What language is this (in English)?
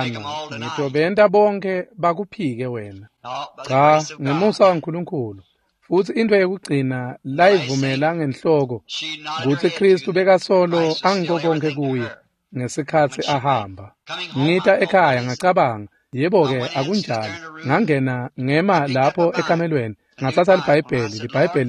Swati